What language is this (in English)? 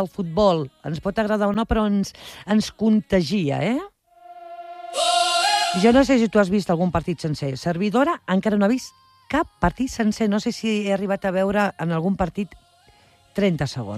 Catalan